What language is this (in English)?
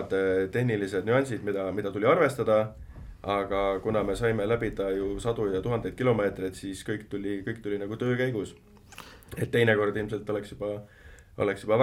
Estonian